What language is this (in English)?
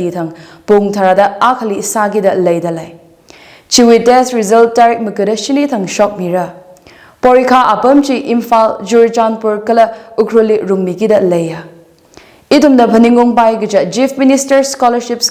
Tangkhul Naga (India)